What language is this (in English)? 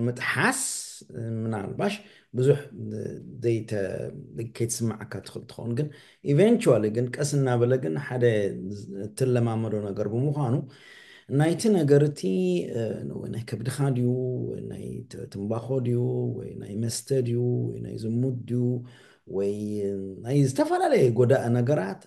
Tigrinya